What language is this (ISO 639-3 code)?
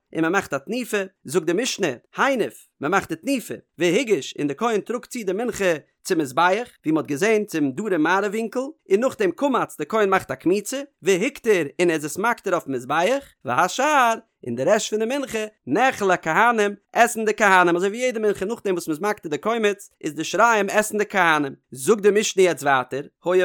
yid